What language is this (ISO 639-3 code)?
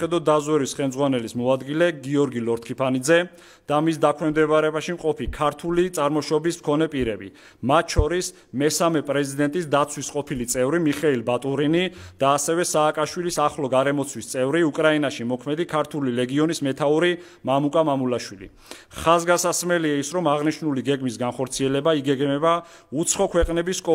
kat